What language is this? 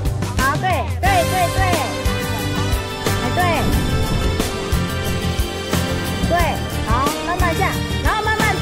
Chinese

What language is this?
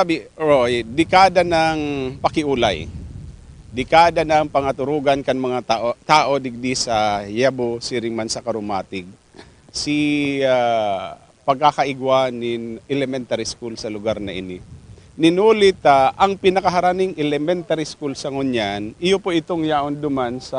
Bikol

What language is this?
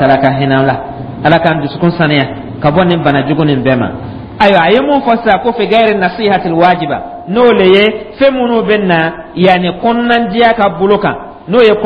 Dyula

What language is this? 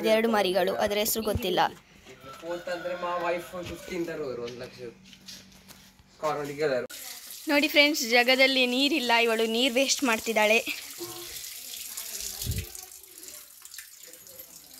Kannada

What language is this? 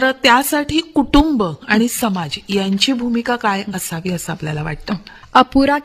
Marathi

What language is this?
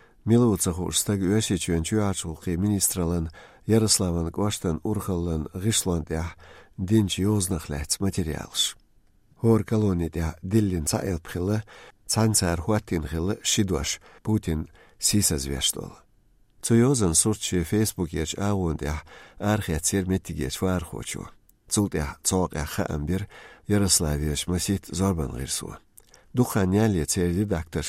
Chechen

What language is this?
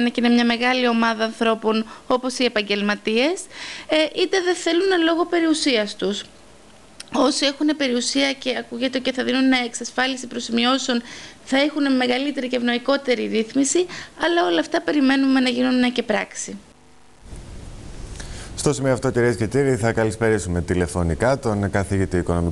Greek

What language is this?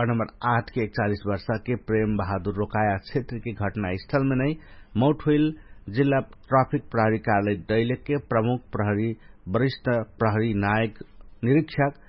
Dangaura Tharu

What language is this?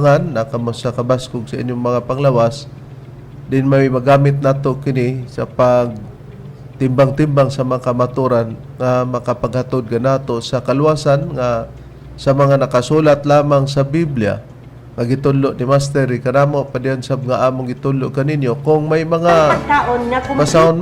Cebuano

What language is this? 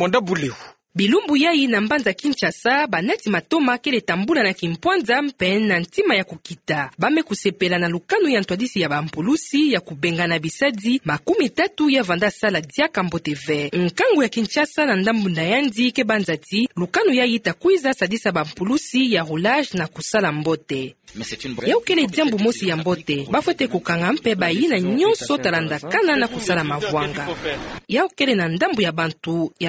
Kituba (Democratic Republic of Congo)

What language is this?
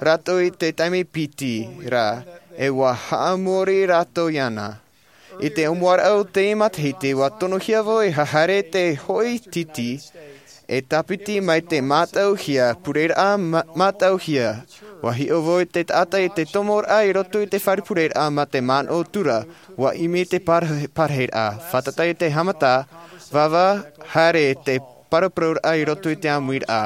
Tahitian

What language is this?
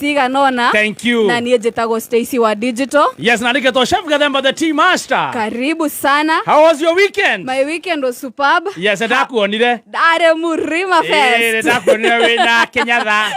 Kikuyu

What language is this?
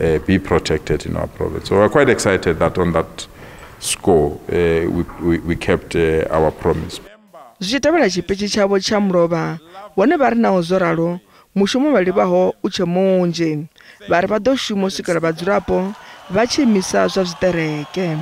Venda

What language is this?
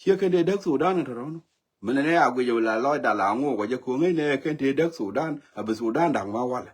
Nuer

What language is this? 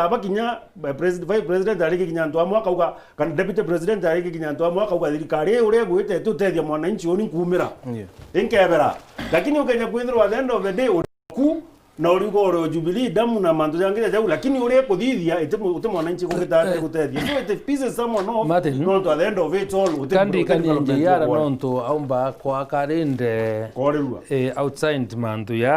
Meru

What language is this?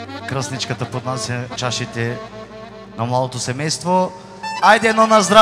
Bulgarian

